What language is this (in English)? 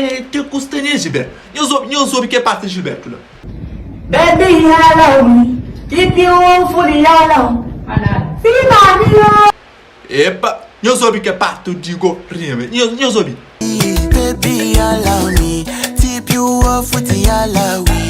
Kabuverdianu